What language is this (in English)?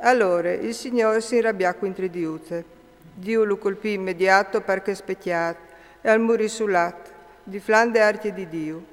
Friulian